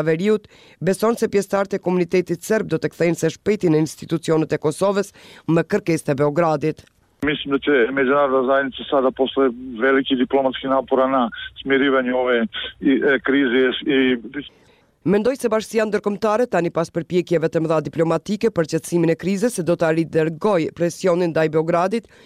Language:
Albanian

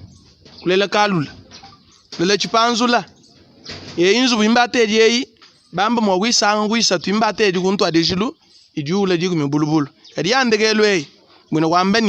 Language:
Luba-Lulua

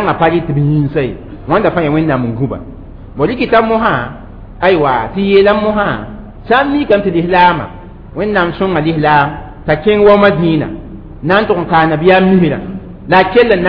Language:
Mossi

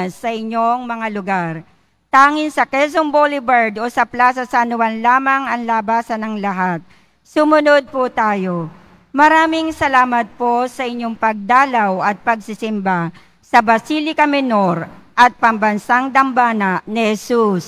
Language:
Filipino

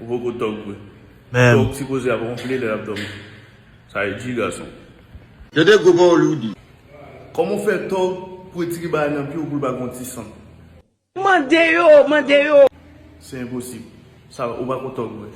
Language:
Haitian Creole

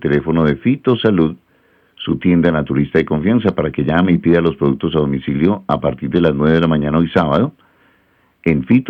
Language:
Spanish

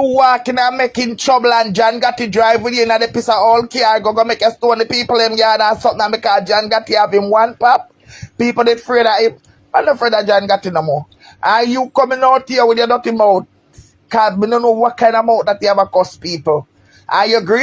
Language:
Jamaican Creole English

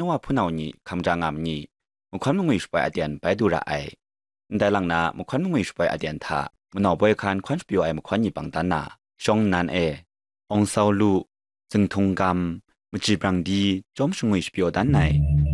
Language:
Kachin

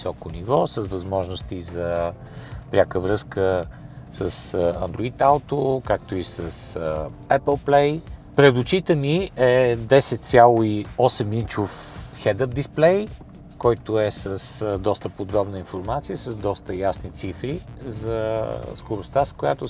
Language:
Bulgarian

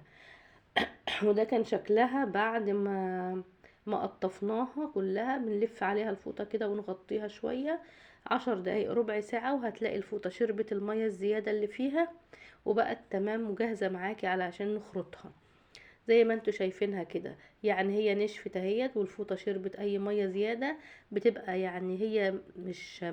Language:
Egyptian Arabic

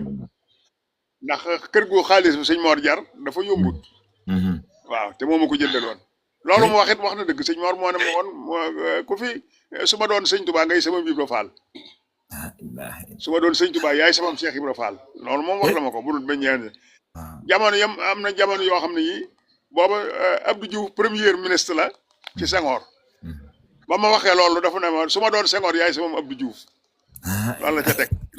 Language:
Wolof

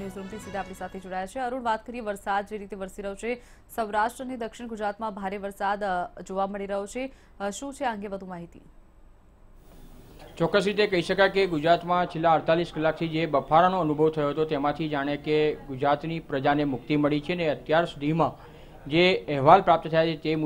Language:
Gujarati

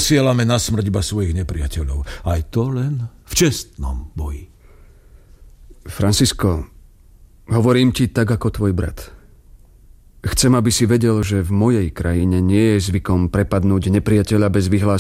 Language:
Slovak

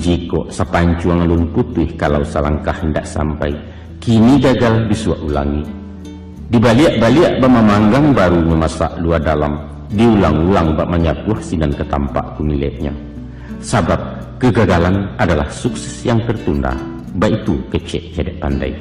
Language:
Minangkabau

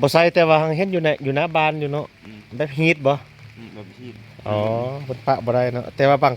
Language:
Lao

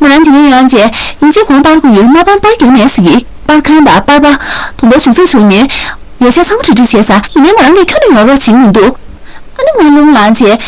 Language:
Tibetan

